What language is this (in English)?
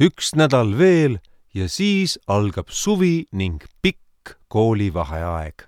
Estonian